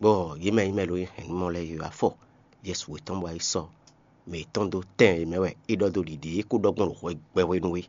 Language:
Fon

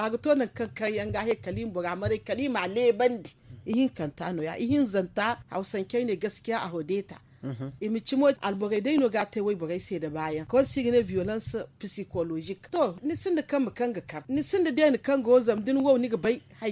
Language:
Zarma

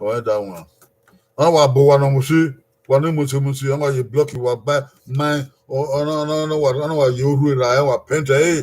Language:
Bini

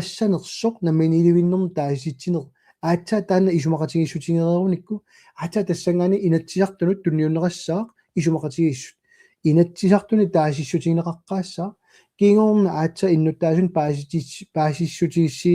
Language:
Kalaallisut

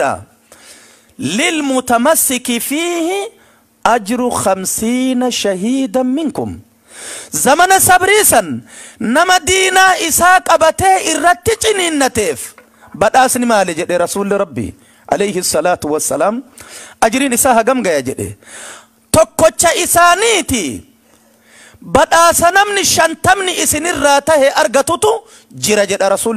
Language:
Oromo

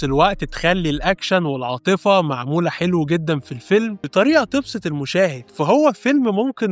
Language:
Egyptian Arabic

